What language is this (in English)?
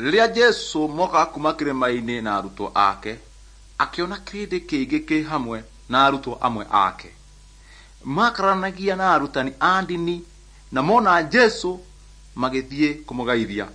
Kikuyu